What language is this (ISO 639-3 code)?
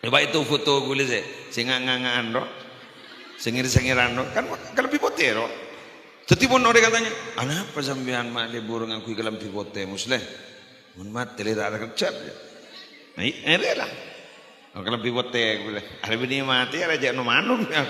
mad